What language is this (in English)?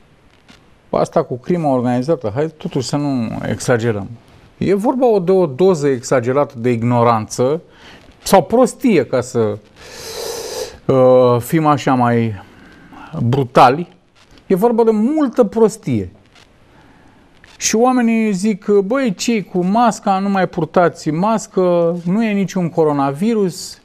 Romanian